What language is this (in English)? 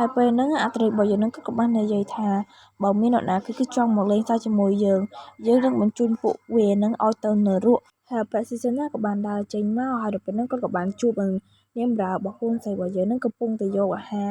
Khmer